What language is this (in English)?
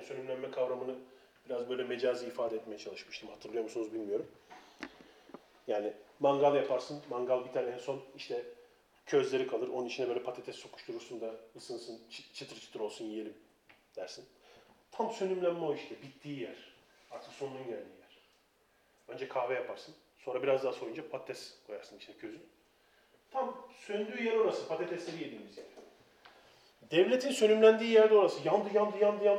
Turkish